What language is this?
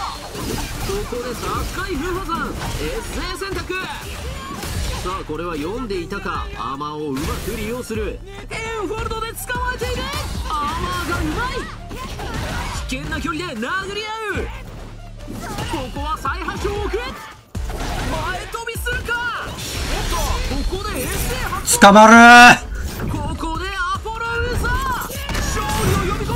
Japanese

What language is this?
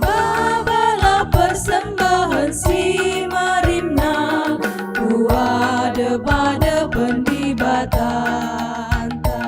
Batak Karo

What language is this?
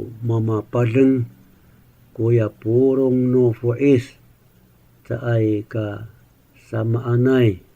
Amis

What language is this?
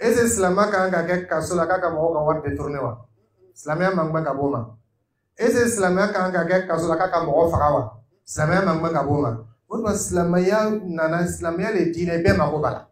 Dyula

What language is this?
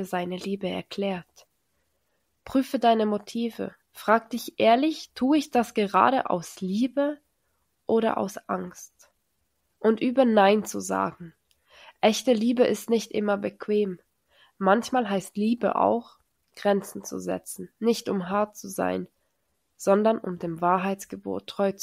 Swiss German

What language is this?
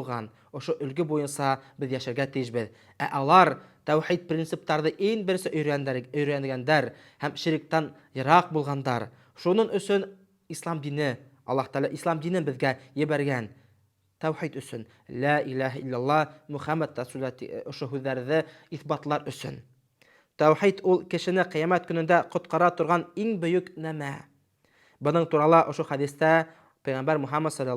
Bashkir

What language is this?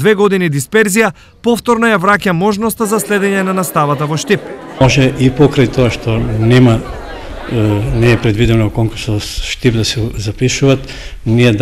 Macedonian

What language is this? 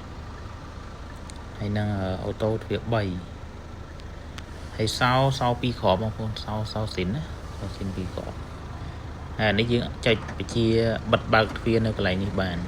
Khmer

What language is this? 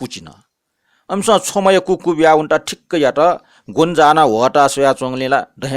Newari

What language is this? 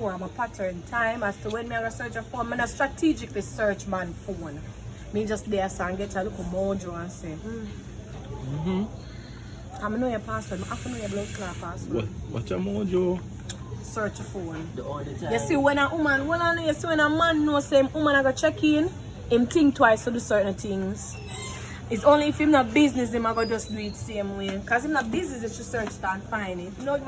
Jamaican Creole English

